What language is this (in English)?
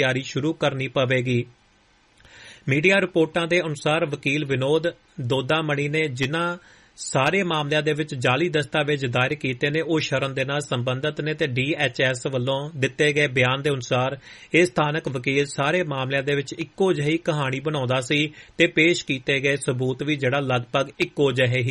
Punjabi